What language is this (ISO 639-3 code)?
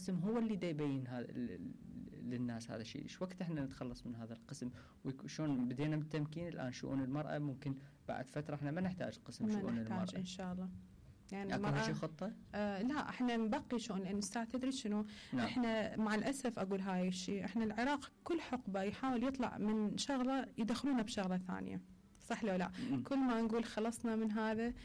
acm